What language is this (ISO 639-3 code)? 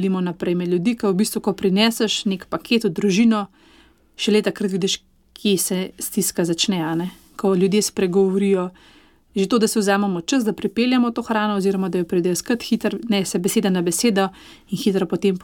slv